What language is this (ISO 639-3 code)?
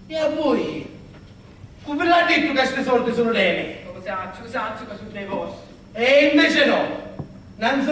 scn